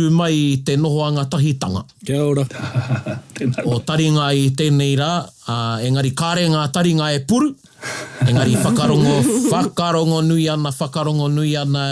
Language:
Māori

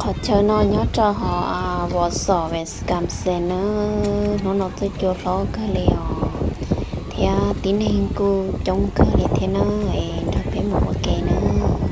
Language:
Hmong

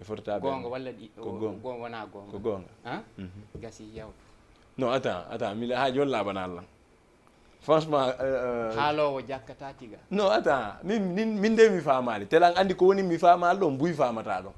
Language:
Fula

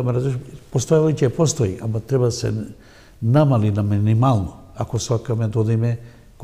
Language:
Macedonian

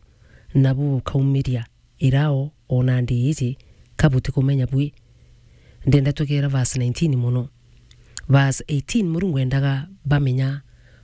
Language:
Meru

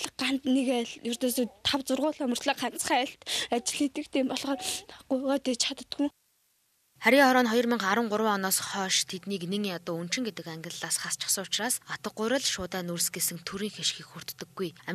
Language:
Mongolian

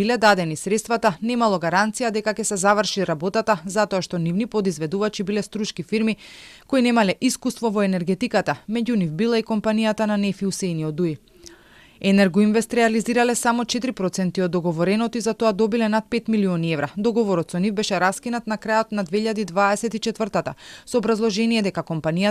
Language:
Macedonian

